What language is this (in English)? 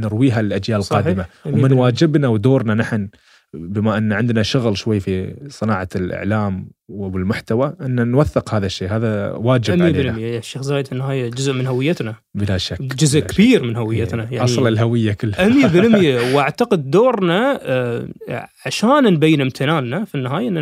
Arabic